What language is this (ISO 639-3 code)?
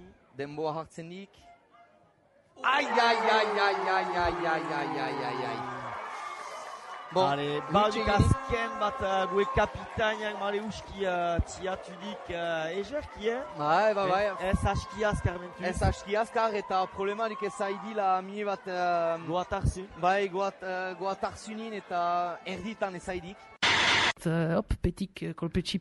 eus